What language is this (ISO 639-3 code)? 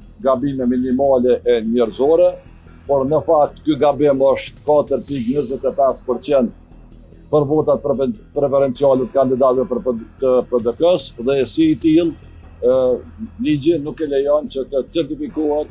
sqi